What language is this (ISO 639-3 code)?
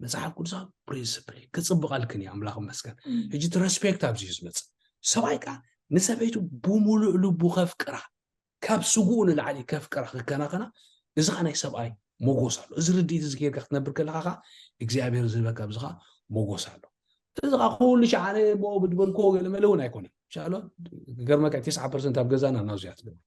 tir